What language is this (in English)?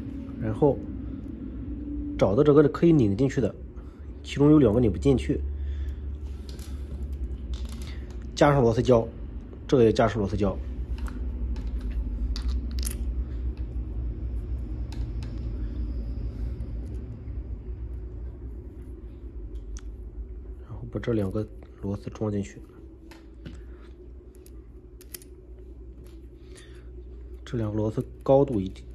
Chinese